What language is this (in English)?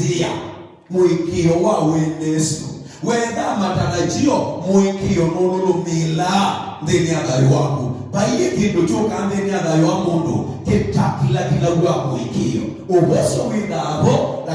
Kamba